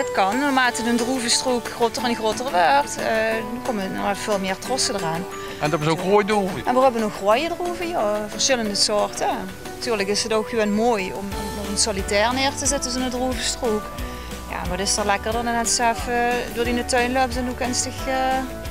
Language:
Limburgish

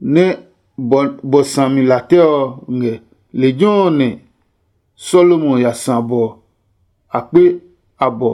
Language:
Adangme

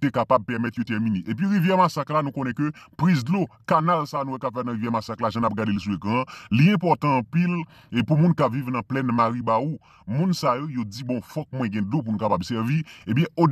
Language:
Haitian Creole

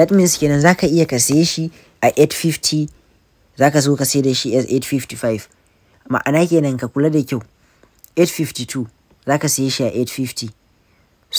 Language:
Hausa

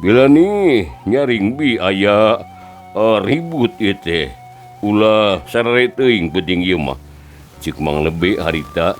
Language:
Sundanese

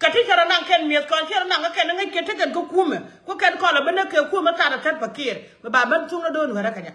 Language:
Nuer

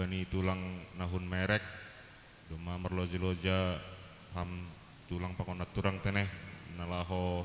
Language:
Batak Simalungun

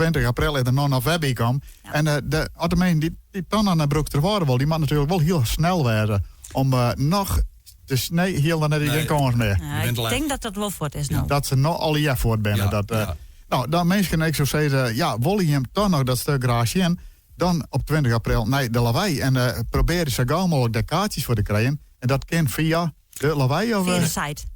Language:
Western Frisian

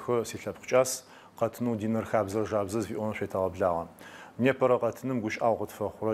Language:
Adyghe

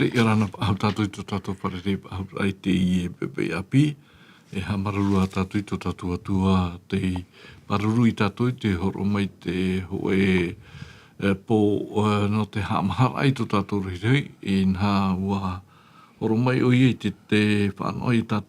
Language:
Tahitian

